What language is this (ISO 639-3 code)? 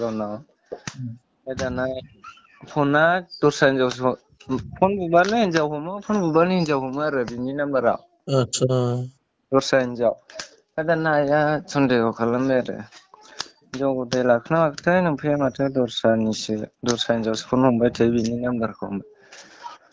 brx